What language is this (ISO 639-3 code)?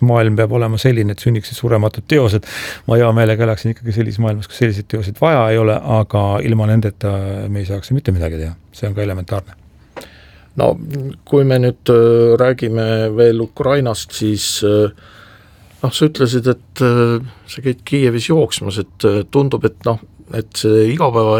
est